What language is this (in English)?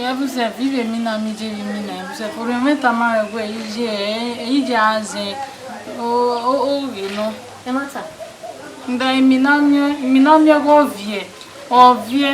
Bini